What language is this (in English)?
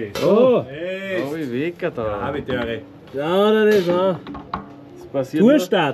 Bavarian